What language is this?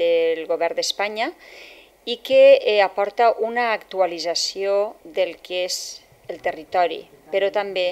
Catalan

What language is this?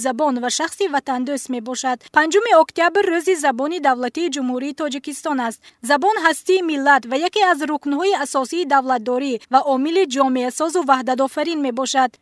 Tajik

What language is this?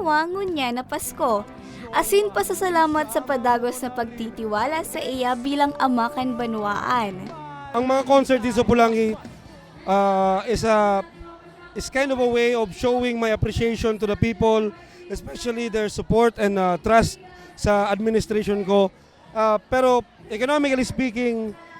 Bikol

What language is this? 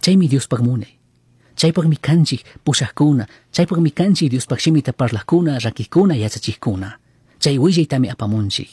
Chimborazo Highland Quichua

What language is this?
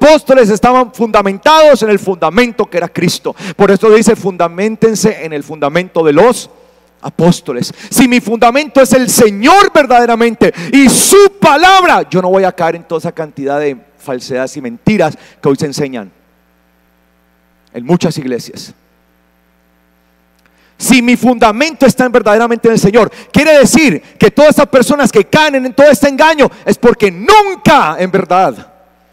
Spanish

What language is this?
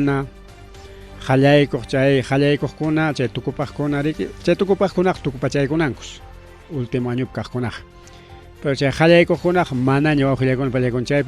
Ayacucho Quechua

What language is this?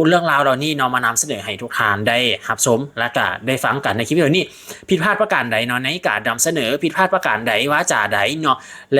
Lao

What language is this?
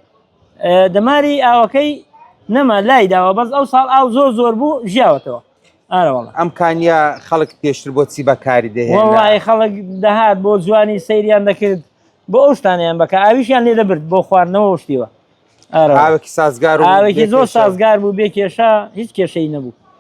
Central Kurdish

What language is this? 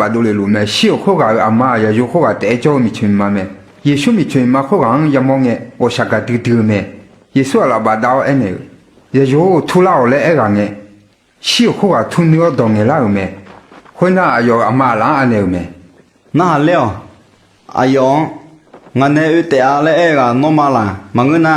Akha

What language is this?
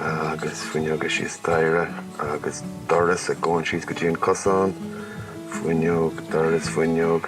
Irish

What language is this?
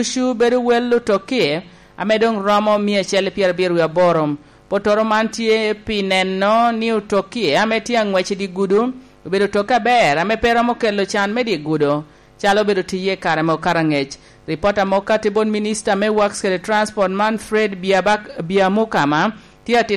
Lango (Uganda)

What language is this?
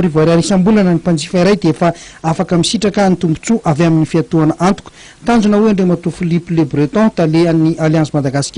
Malagasy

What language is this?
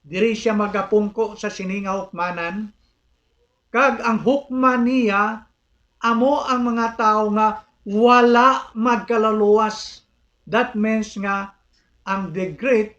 Hiligaynon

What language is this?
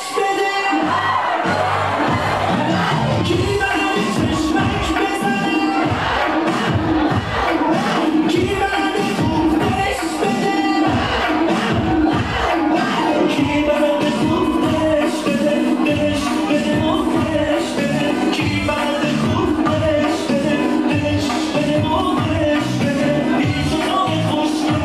Persian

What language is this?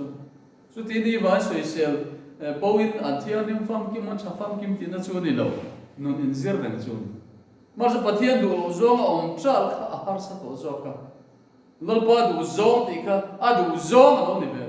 Mizo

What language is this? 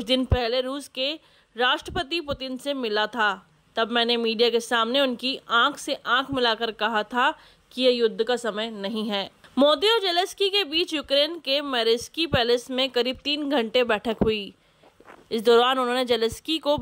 Hindi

